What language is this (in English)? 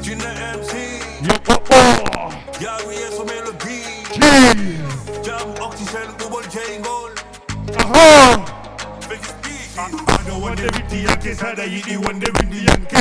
Fula